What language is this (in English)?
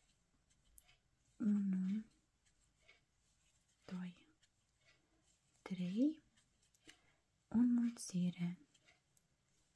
Romanian